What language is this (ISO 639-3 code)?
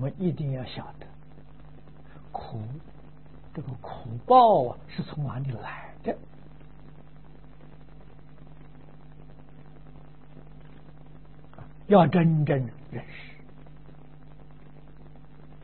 zho